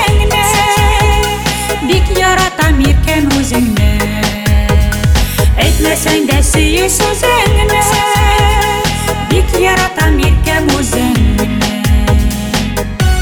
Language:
Tatar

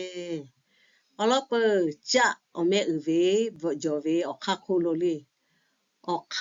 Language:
Lahu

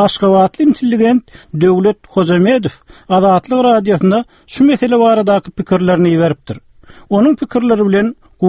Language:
Turkmen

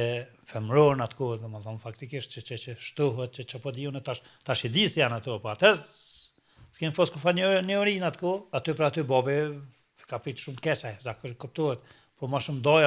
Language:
Albanian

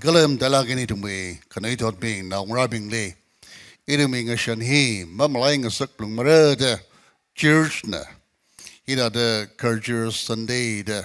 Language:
Tangkhul Naga (India)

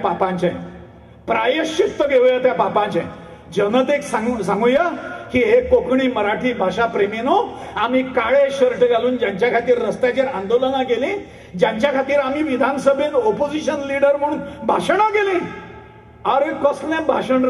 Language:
Konkani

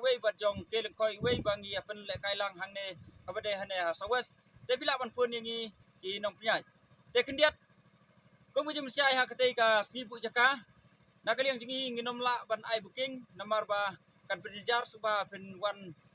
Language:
Khasi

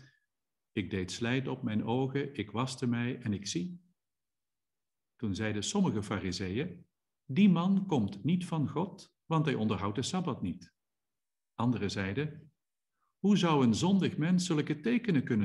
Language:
Dutch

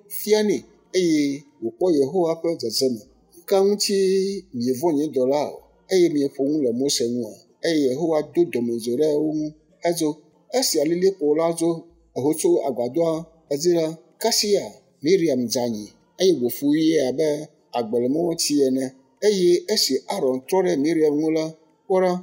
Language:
Ewe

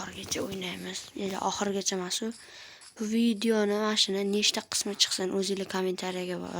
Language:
Uzbek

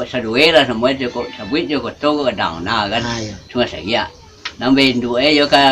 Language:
Minangkabau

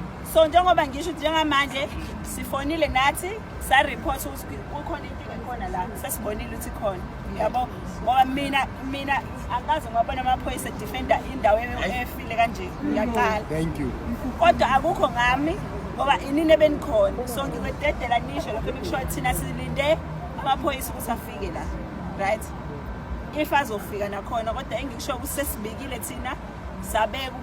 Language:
Zulu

